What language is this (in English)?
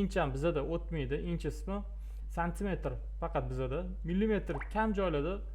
Uzbek